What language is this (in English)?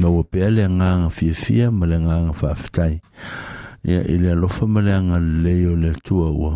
Samoan